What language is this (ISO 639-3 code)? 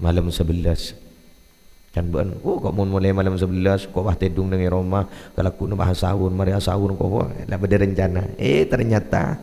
mad